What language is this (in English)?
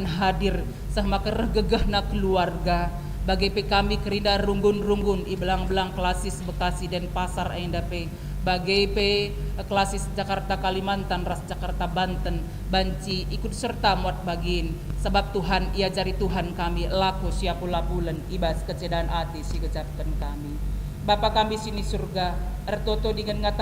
Batak Karo